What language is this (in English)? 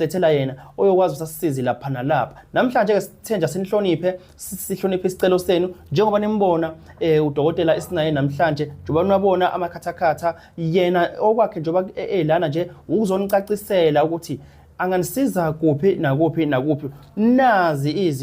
Zulu